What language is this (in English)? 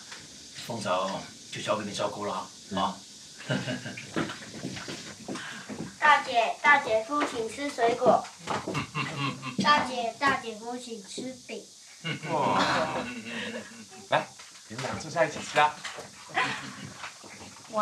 Chinese